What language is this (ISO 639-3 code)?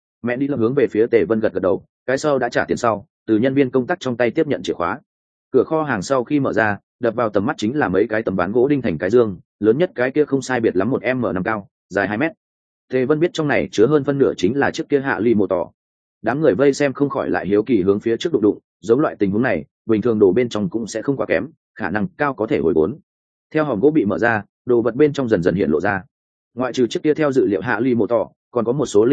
vie